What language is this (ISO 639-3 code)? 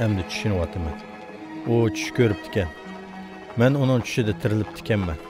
uig